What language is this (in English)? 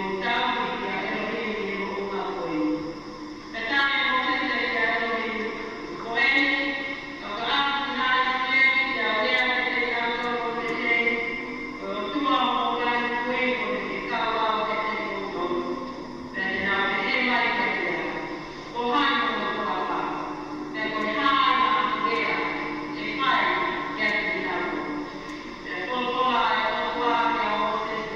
Tongan